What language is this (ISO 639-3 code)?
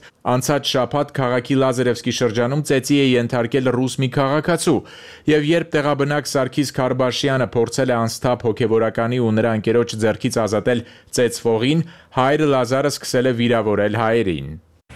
hye